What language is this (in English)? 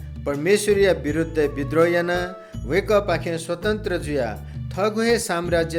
Newari